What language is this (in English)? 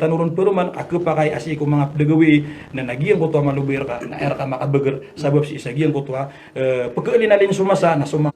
Maranao